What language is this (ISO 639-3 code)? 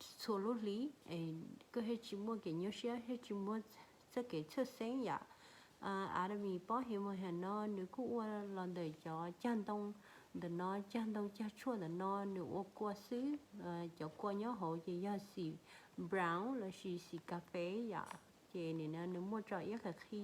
hmn